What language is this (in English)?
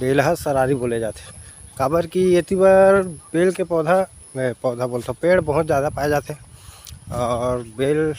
Chhattisgarhi